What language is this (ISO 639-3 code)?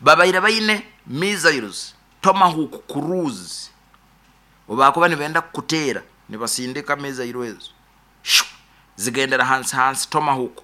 nyn